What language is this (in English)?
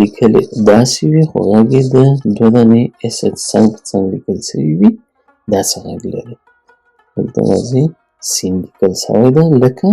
Pashto